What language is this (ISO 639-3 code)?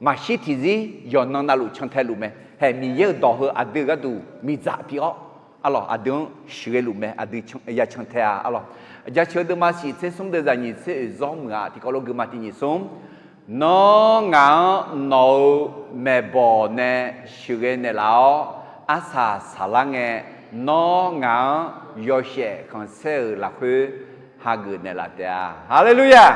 ahk